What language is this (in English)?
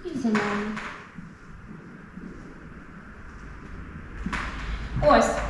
Ukrainian